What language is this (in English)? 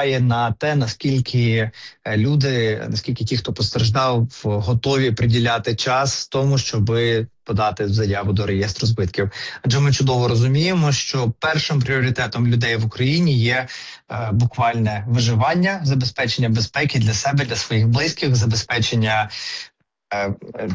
Ukrainian